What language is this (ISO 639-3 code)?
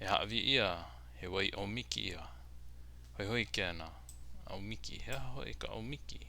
haw